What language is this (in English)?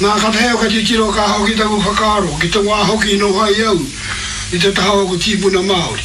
Māori